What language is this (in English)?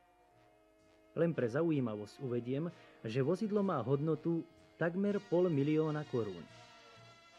Slovak